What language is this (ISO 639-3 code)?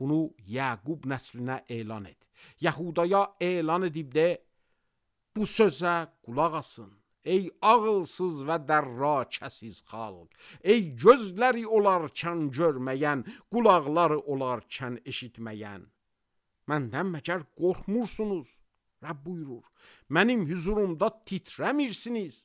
aze